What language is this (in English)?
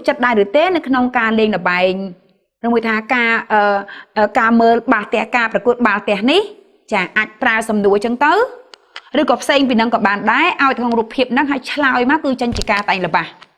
Khmer